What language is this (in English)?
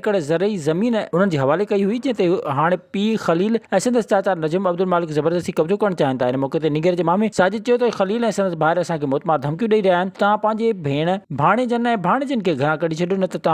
Sindhi